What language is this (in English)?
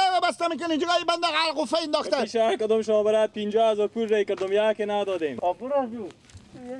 Persian